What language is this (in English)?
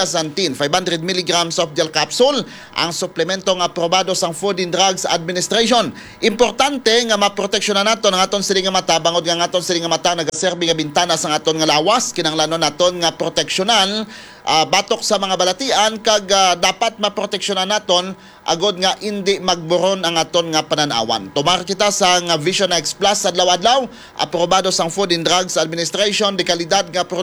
Hiligaynon